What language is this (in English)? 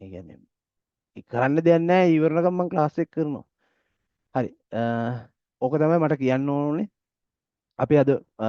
Sinhala